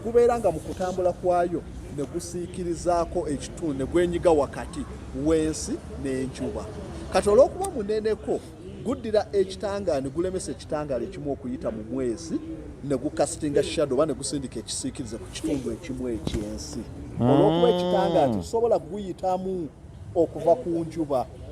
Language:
Ganda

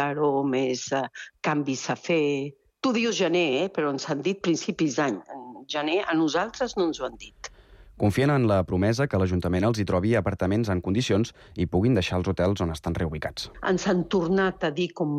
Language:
Catalan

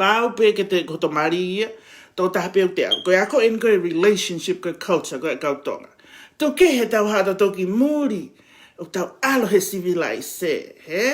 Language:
Tongan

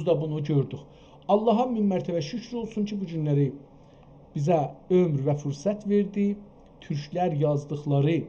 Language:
South Azerbaijani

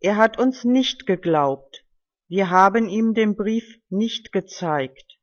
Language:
German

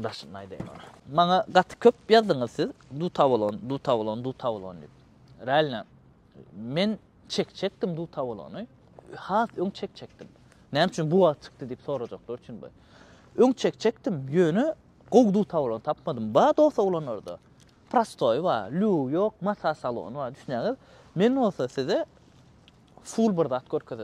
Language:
Turkmen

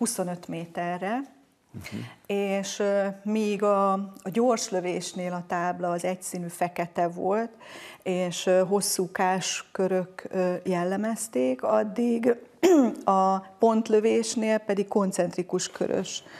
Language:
Hungarian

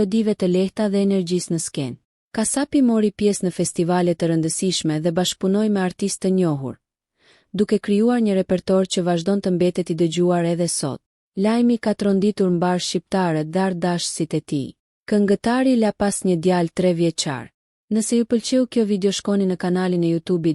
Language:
Albanian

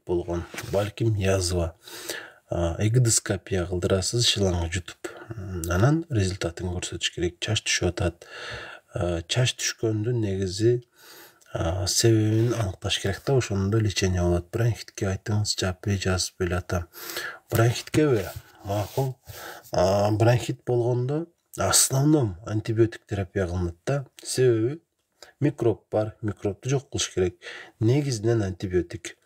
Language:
Kyrgyz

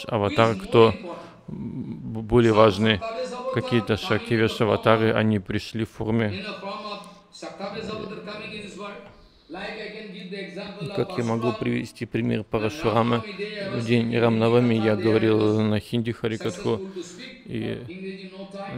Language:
Russian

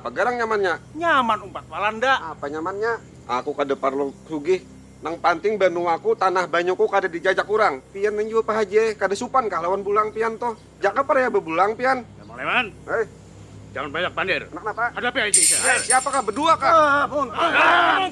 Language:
Banjar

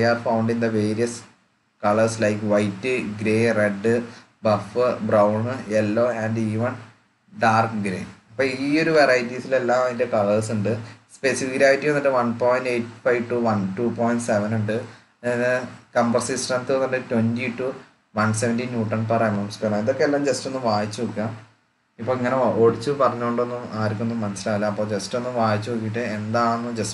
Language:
Malayalam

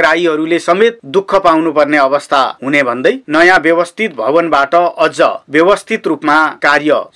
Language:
Nepali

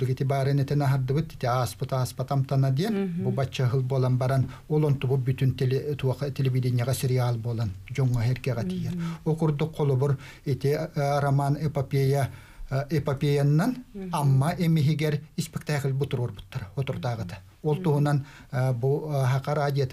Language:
Yakut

